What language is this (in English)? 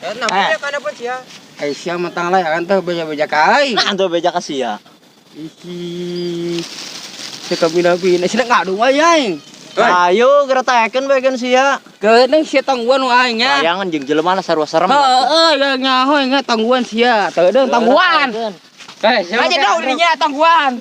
Sundanese